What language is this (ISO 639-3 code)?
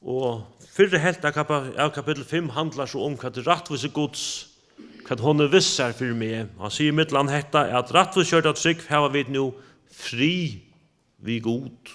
fao